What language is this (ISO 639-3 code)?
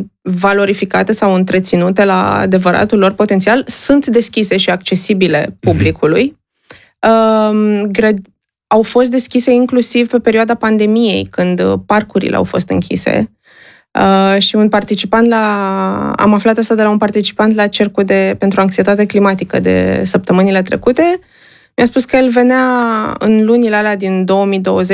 ron